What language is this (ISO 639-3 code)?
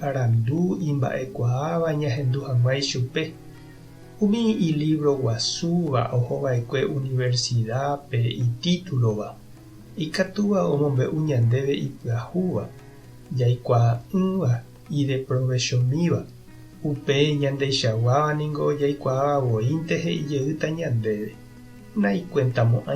grn